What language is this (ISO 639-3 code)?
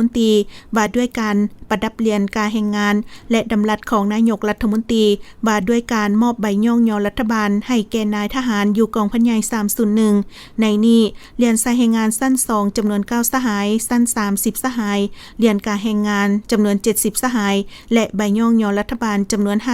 lao